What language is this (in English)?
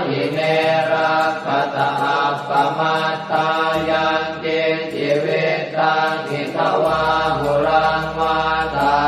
Pali